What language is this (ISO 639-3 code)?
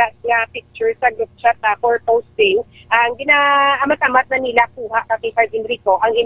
hil